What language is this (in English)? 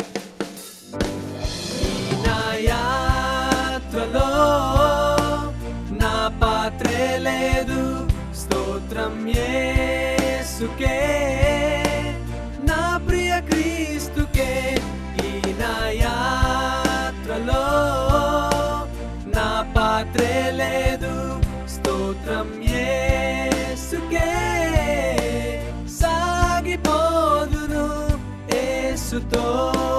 Telugu